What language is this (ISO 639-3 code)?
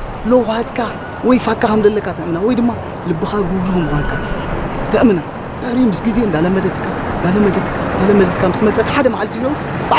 tir